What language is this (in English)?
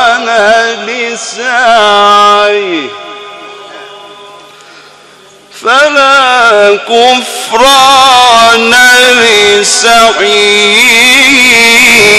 Arabic